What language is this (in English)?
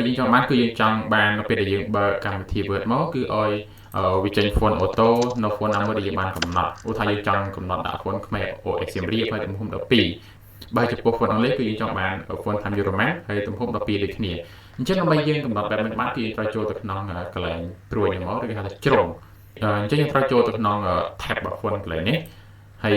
Khmer